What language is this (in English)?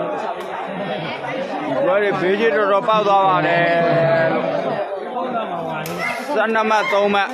Burmese